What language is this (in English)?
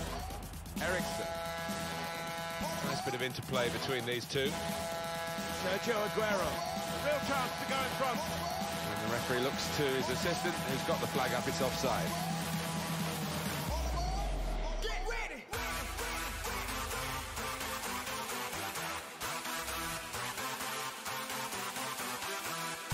English